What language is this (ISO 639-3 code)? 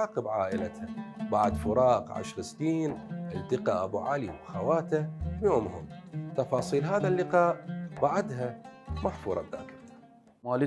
acm